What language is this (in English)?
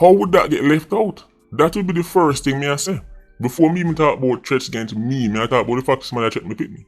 Jamaican Creole English